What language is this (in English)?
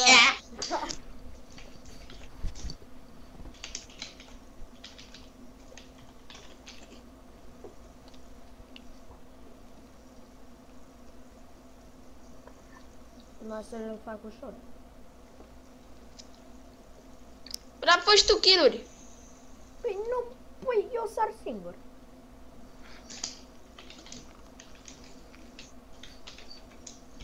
Romanian